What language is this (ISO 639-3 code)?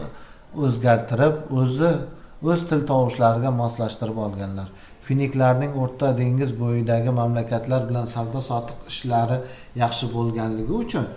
uzb